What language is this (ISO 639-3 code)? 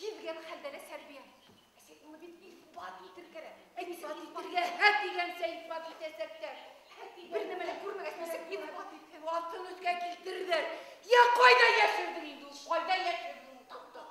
bak